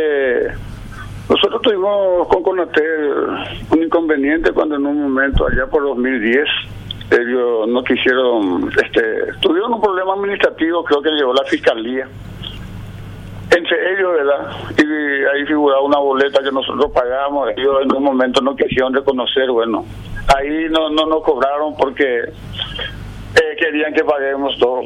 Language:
Spanish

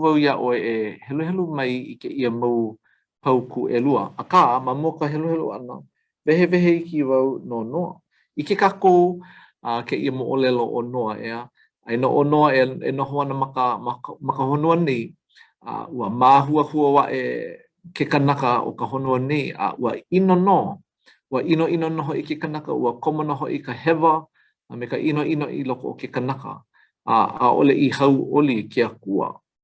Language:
Hawaiian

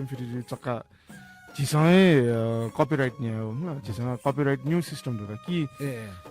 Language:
Newari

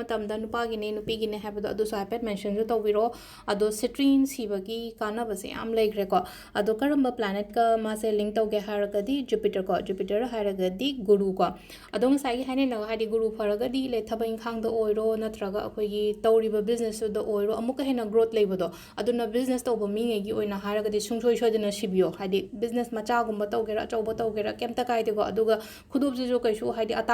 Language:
Manipuri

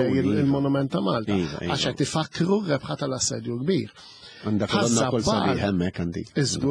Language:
Maltese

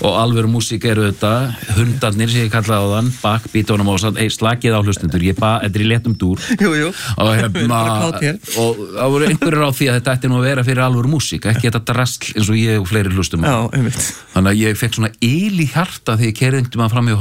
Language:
Icelandic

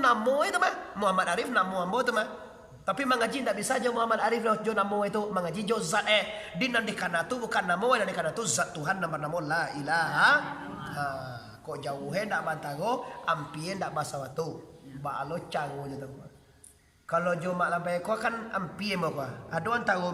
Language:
Minangkabau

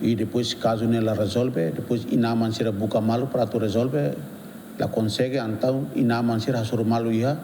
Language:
Tetum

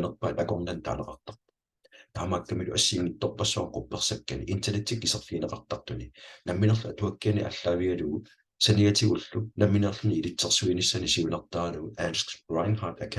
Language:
Kalaallisut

